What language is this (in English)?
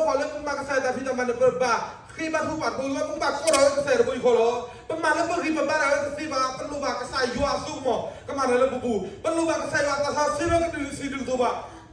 S'gaw Karen